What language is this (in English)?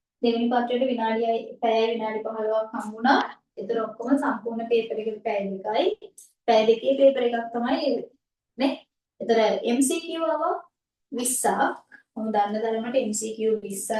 Sinhala